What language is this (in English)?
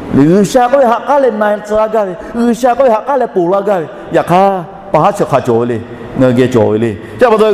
Lahu